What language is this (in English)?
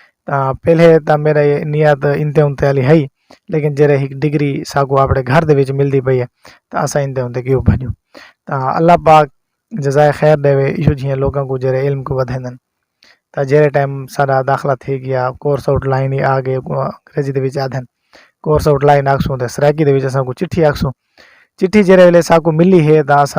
Saraiki